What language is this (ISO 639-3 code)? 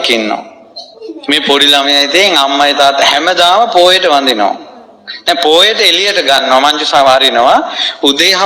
sin